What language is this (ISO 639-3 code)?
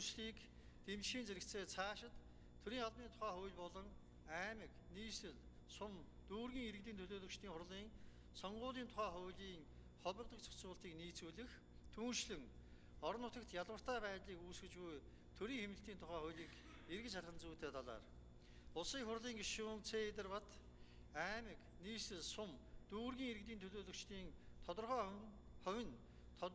mon